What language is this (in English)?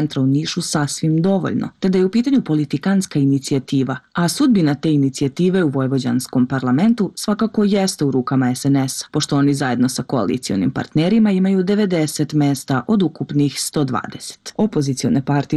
Serbian